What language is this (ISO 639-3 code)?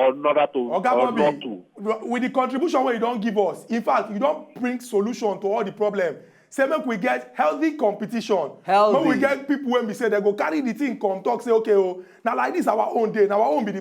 pcm